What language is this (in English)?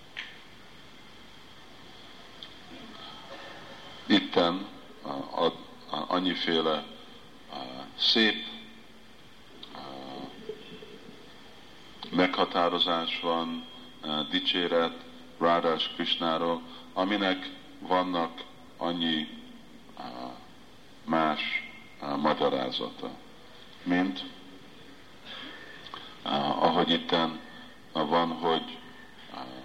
Hungarian